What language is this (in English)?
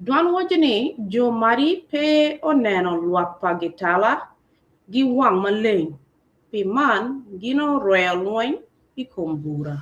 Acoli